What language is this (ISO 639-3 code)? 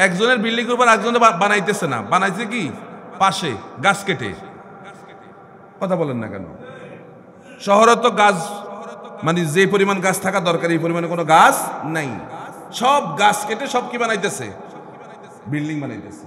ben